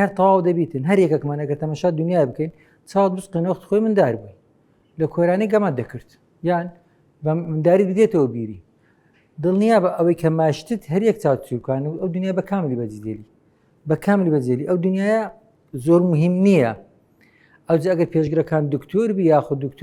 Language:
Central Kurdish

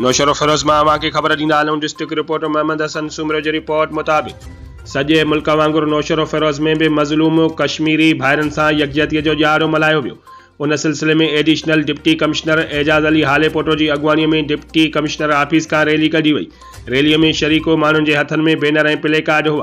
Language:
Sindhi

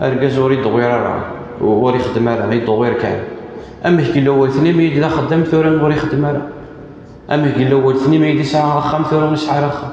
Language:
Kabyle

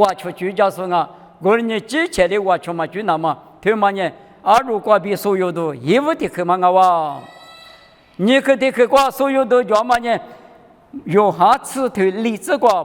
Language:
Lisu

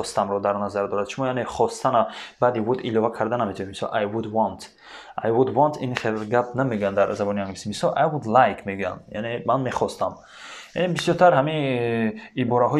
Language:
Tajik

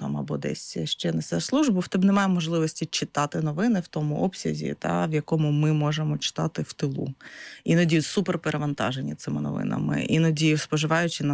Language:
Ukrainian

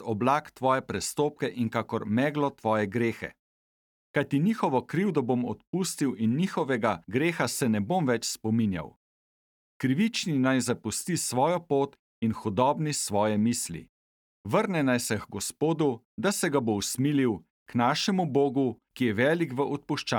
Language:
Slovenian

